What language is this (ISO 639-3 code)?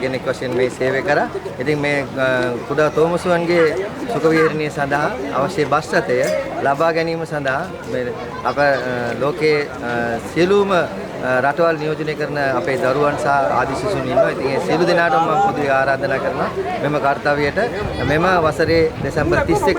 sin